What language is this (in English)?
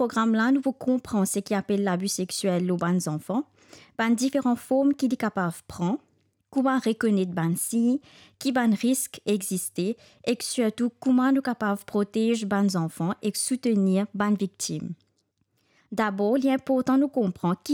Morisyen